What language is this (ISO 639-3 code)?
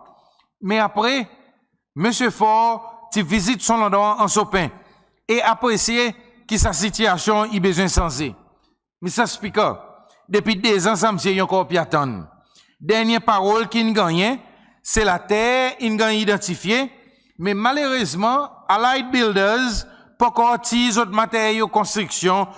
crs